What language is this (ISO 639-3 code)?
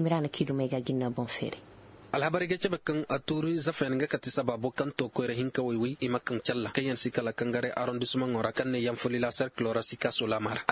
dje